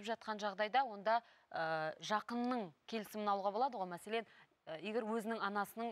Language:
Kazakh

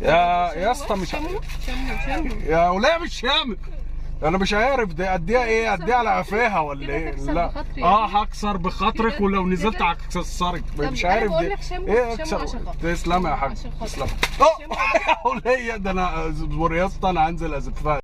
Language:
Egyptian Arabic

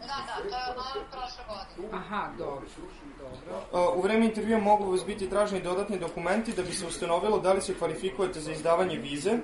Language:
Serbian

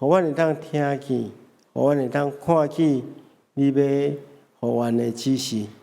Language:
Min Nan Chinese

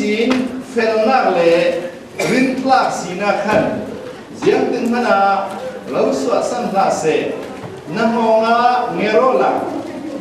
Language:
Falam Chin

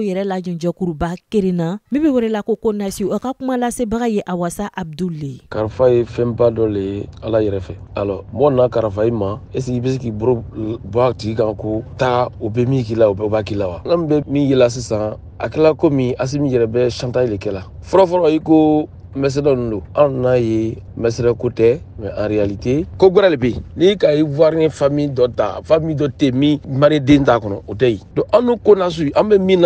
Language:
Bambara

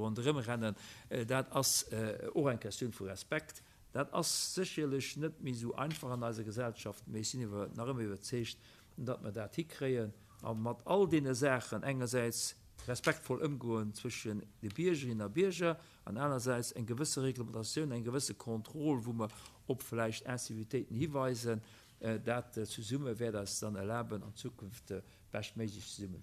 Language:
Luxembourgish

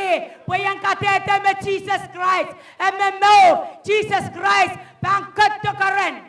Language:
Pohnpeian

